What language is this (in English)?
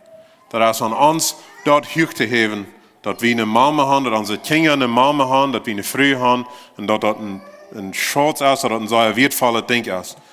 Plautdietsch